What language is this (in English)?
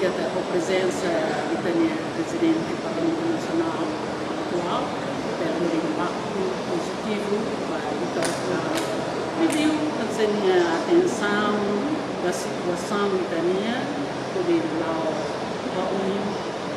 Tetum